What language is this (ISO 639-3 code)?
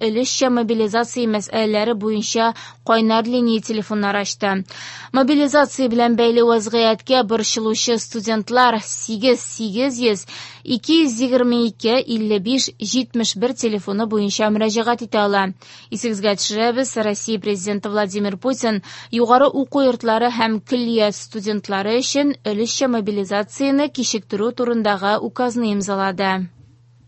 tat